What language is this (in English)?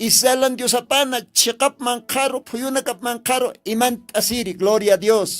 Aymara